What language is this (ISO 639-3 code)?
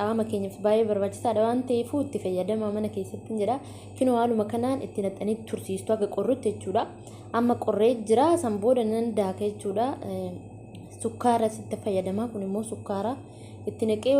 orm